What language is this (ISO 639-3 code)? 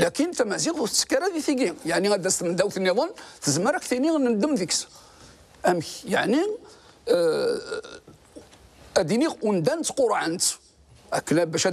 kab